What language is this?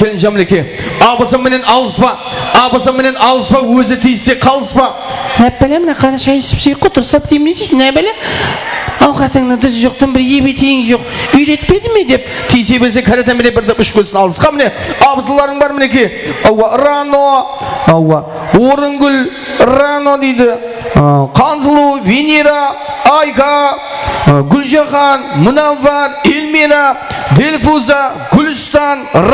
Kara-Kalpak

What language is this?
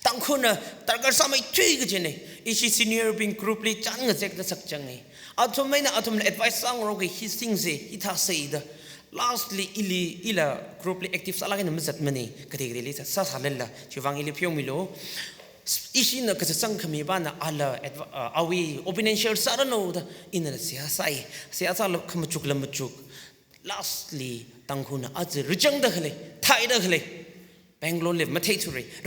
Tangkhul Naga (India)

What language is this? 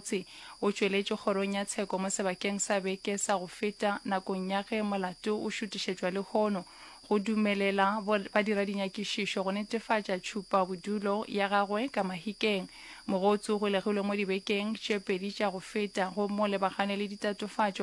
Northern Sotho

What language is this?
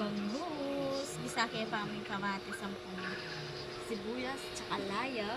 Pampanga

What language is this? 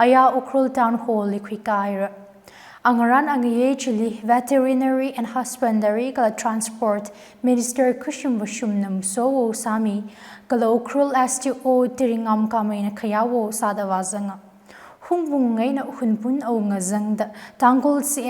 Tangkhul Naga (India)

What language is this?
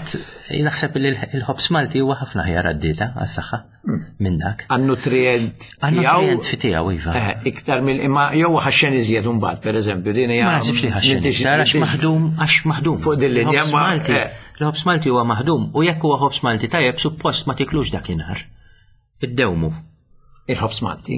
Maltese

